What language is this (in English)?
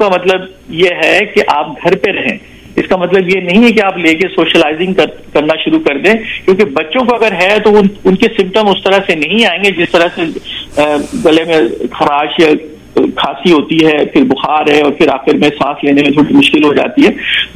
Hindi